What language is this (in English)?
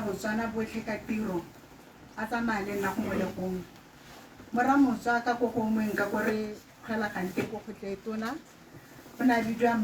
Tswana